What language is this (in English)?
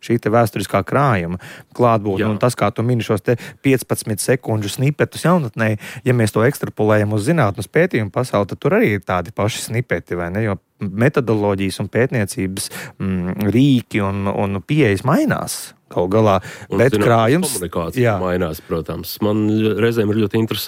Latvian